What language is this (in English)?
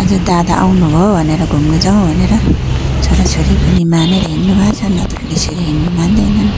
Nepali